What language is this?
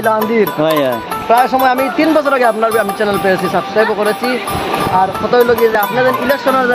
Bangla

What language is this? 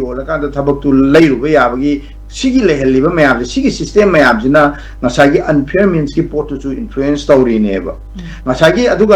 Manipuri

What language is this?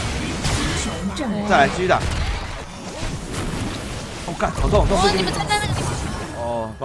Chinese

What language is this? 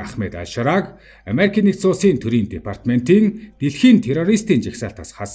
Mongolian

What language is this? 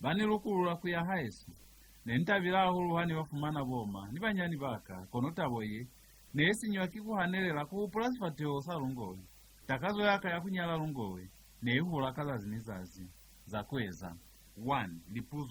Lozi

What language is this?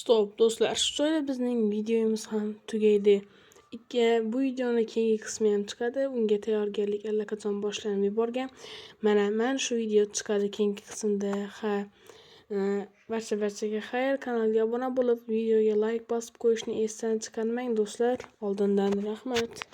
Uzbek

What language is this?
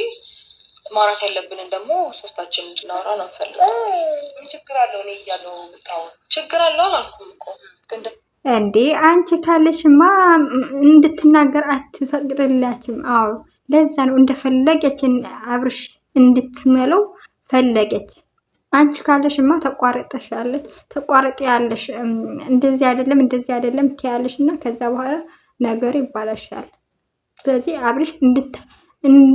Amharic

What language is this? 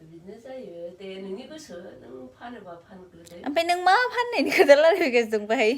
Bodo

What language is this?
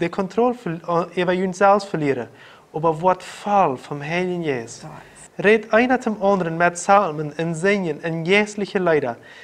Plautdietsch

